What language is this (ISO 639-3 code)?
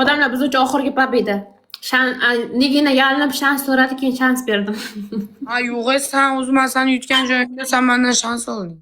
uzb